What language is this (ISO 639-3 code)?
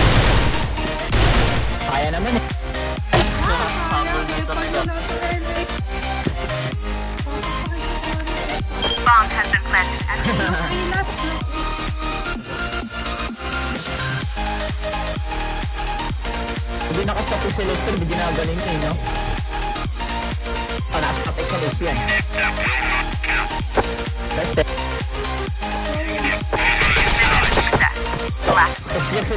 fil